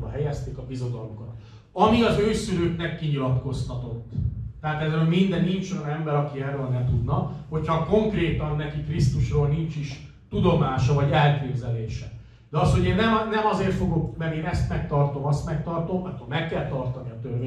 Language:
Hungarian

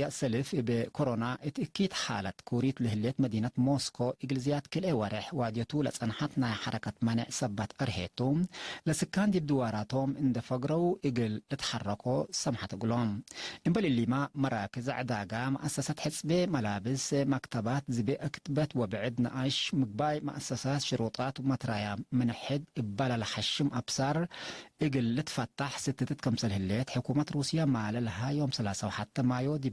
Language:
Tigre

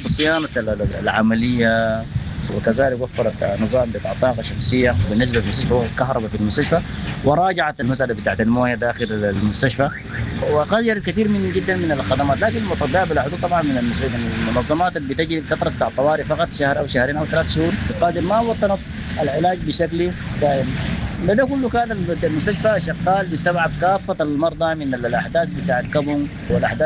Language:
Sudanese Arabic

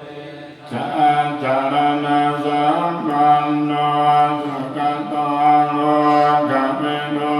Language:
Pali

